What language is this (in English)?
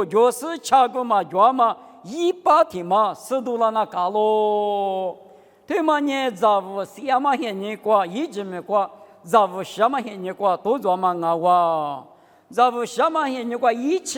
Lisu